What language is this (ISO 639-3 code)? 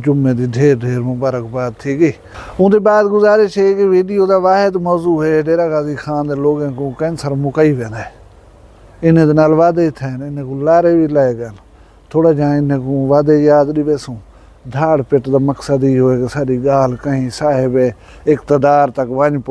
skr